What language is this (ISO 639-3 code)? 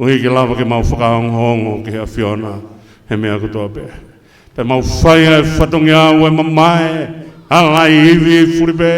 ton